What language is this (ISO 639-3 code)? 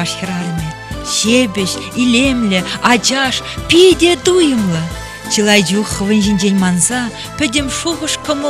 chv